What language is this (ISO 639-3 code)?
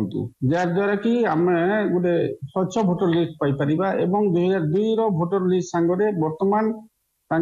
ori